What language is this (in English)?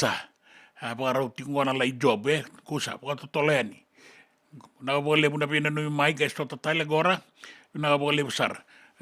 Fijian